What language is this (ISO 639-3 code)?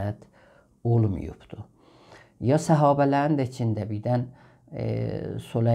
azb